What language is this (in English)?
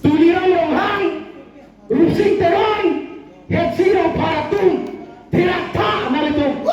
Karbi